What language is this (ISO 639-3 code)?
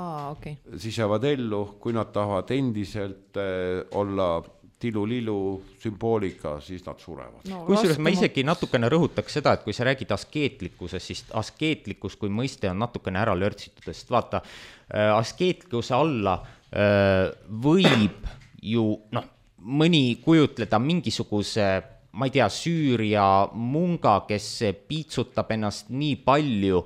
est